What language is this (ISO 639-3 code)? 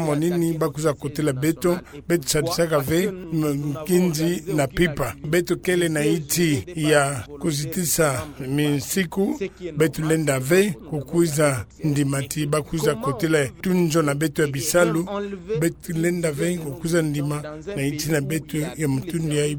ktu